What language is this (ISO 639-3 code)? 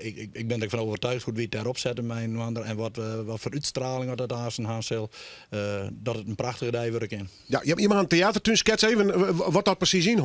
fry